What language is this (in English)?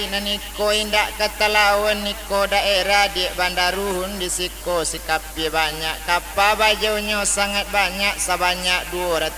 Minangkabau